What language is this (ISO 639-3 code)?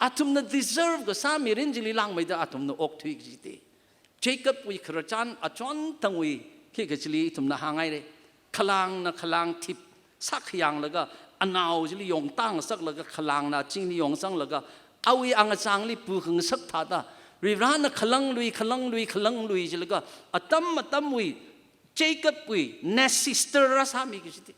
nmf